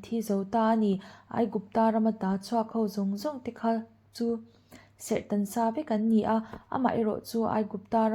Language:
Mizo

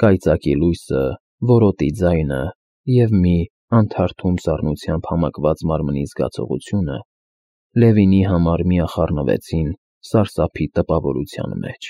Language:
Armenian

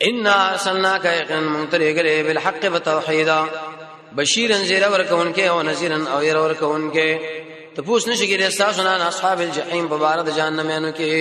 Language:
Pashto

